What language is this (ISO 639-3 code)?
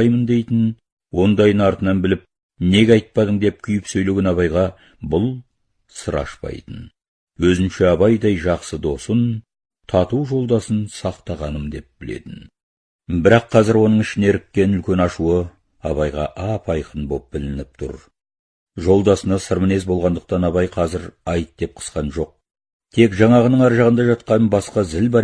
kaz